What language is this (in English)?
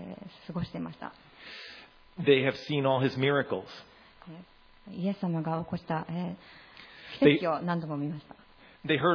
Japanese